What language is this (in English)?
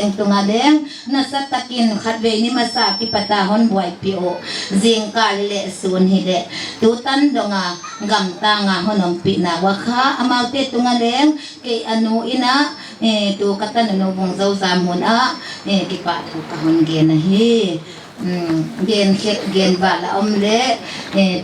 Paite Chin